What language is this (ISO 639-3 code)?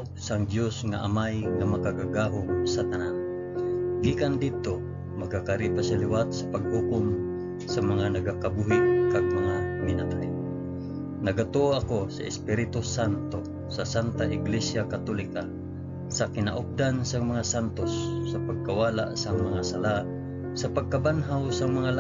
hil